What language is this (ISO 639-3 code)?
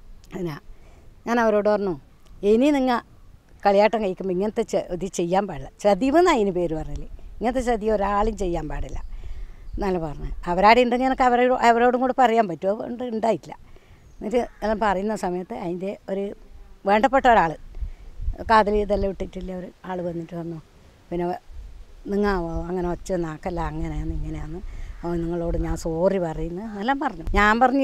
mal